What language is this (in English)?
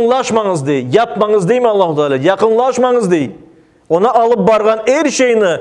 Crimean Tatar